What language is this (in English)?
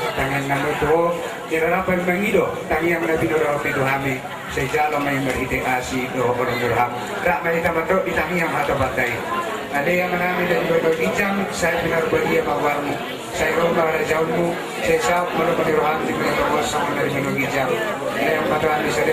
Batak Toba